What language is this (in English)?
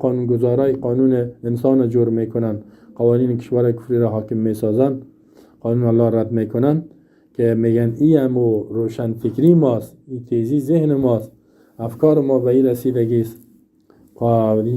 Persian